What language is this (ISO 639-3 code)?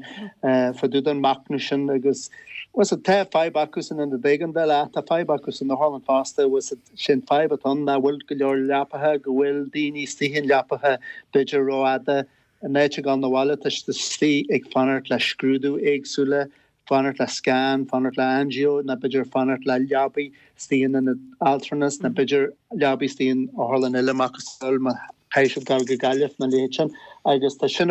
gle